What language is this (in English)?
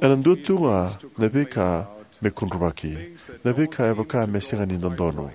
Fijian